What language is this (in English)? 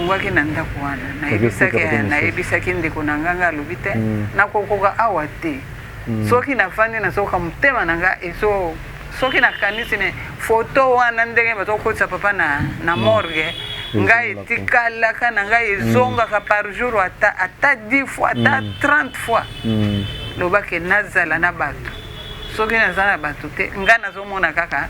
Lingala